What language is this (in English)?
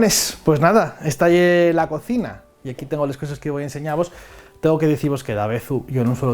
Asturian